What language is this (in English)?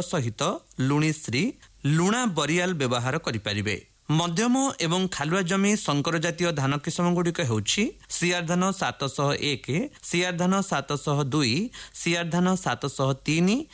Odia